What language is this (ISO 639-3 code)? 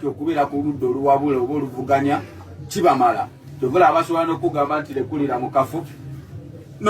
lug